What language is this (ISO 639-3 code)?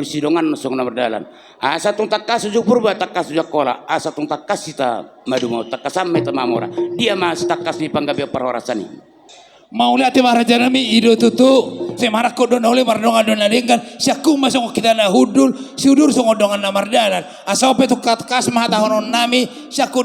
bbc